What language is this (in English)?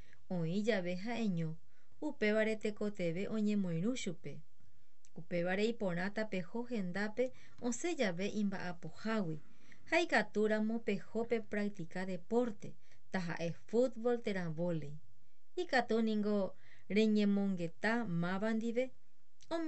Guarani